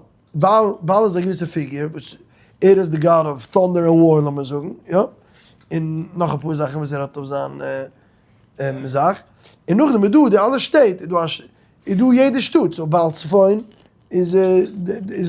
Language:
Yiddish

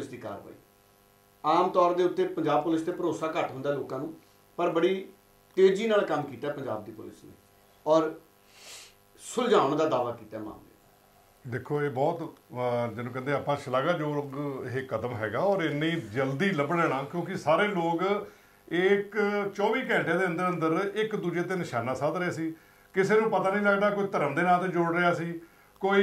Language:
Punjabi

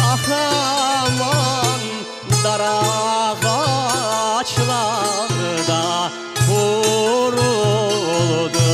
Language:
Crimean Tatar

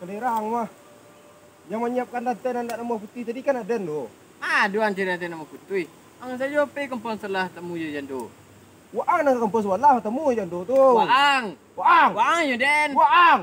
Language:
Minangkabau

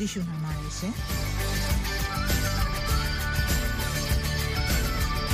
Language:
Burmese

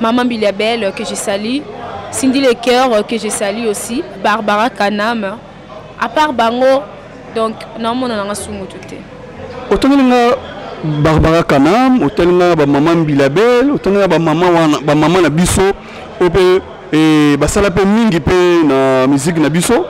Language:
Lingala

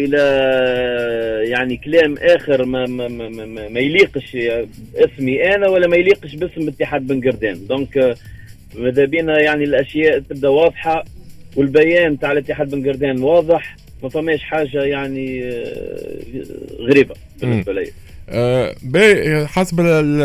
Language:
Tunisian Arabic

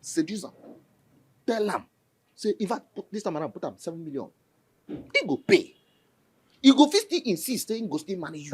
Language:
Nigerian Pidgin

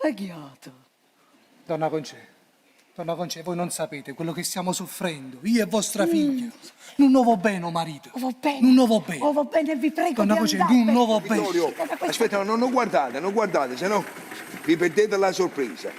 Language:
Neapolitan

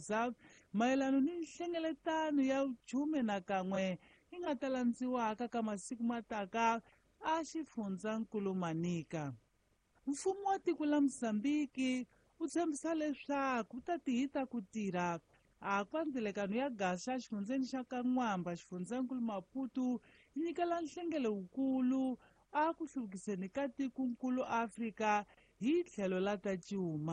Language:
Tsonga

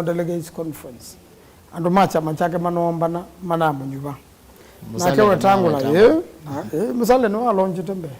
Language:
Kamba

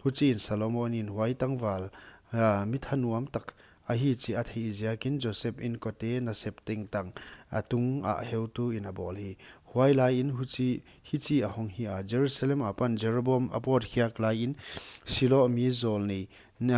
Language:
Paite Chin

